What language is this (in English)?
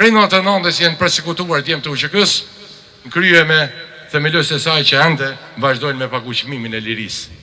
Albanian